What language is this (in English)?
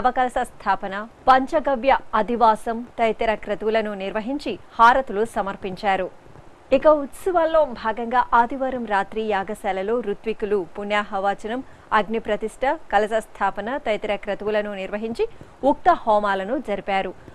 Telugu